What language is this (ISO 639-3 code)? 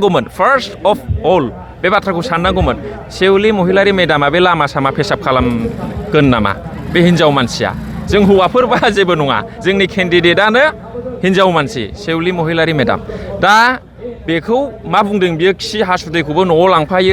brx